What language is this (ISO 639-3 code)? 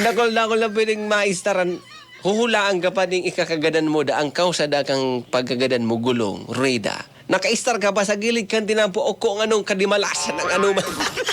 bik